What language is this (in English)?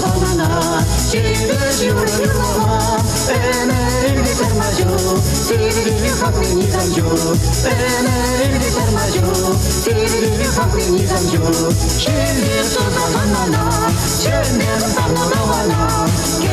Chuvash